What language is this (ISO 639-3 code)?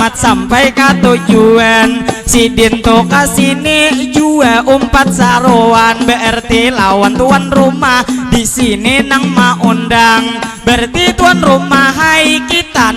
bjn